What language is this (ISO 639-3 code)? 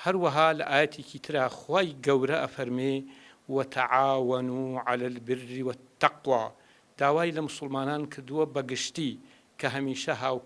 ckb